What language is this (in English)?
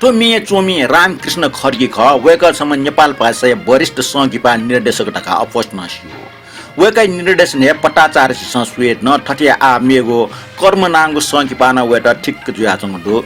Newari